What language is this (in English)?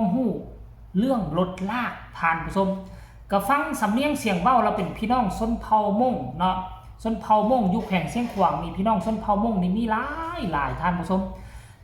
Lao